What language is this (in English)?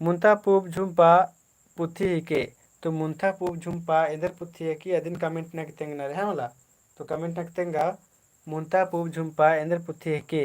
Kurukh